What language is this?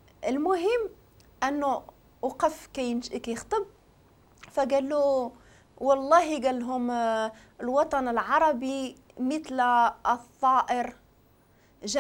Moroccan Arabic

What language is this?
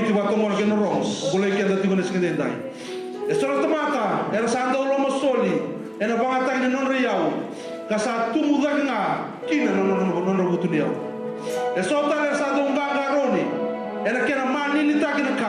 Fijian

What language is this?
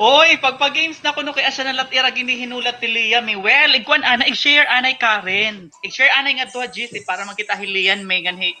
Waray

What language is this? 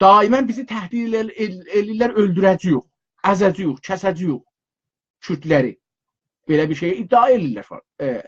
South Azerbaijani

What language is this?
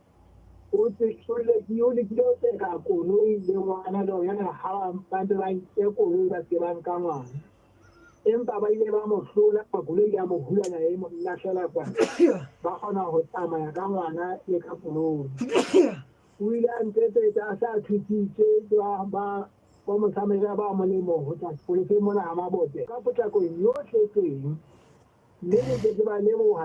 Southern Sotho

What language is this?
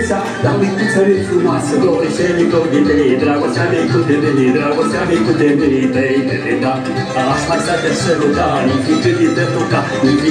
Romanian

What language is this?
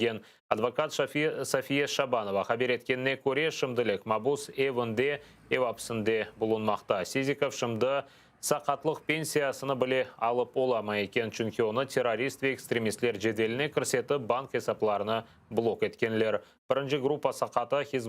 Crimean Tatar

